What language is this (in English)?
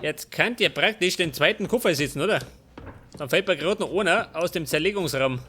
Bavarian